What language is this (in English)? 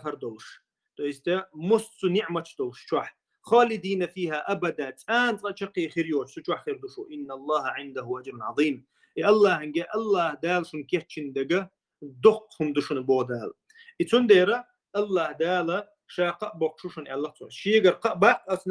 Chechen